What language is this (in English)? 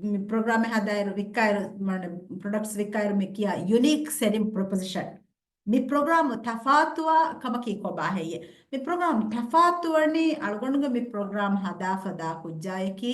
Divehi